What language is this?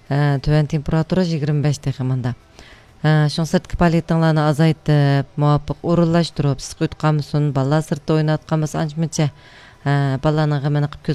Uyghur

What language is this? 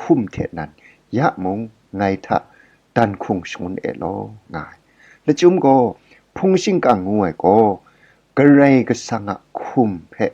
Kachin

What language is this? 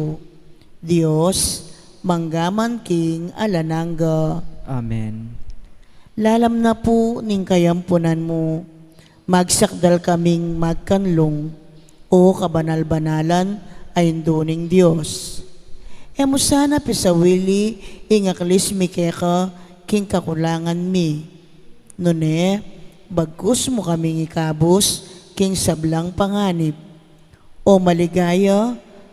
Pampanga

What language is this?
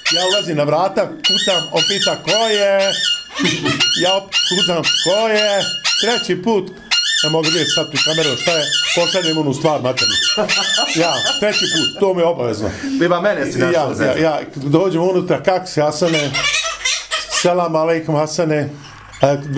Bosnian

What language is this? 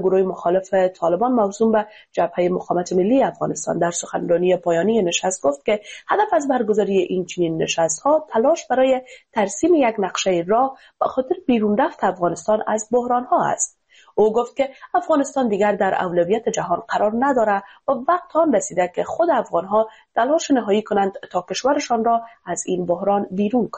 Persian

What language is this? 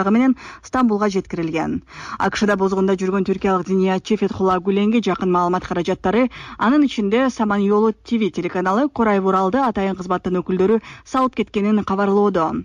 Kyrgyz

